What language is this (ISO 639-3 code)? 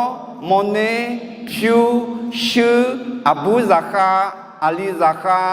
ahk